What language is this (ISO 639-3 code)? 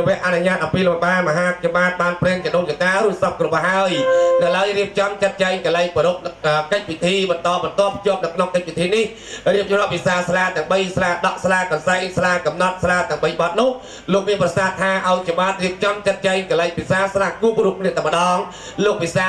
khm